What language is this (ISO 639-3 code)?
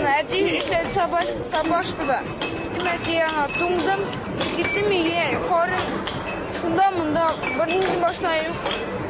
tat